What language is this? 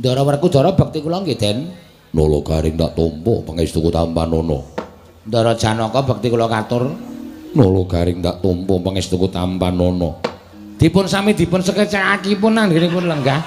Javanese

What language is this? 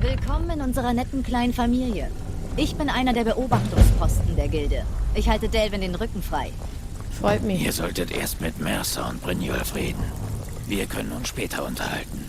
Swiss German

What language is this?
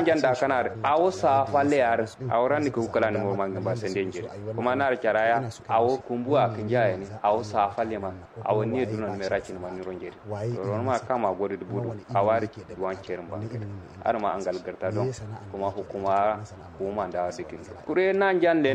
Kanuri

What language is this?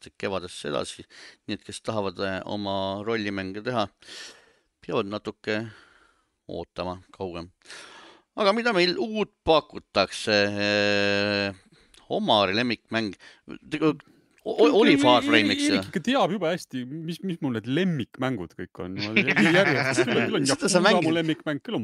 Estonian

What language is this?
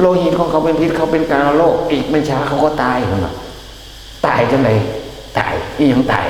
Northeastern Thai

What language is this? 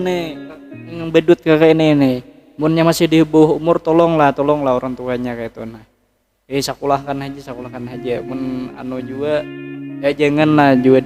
Banjar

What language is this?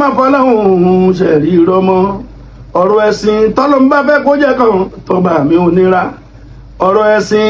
Yoruba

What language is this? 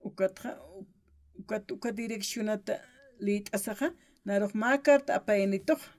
Aymara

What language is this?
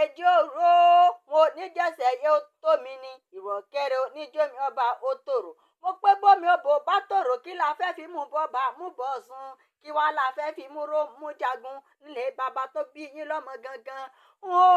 Yoruba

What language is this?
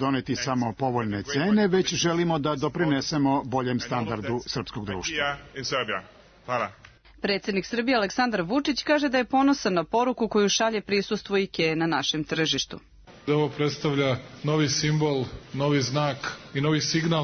Serbian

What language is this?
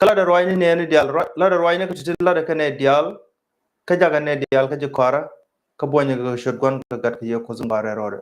Nuer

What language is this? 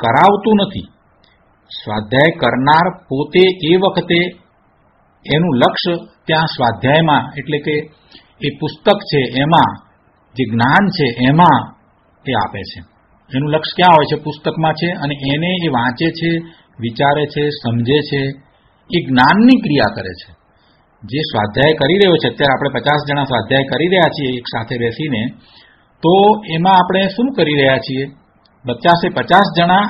Gujarati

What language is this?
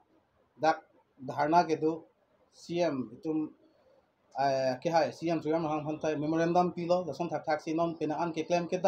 Karbi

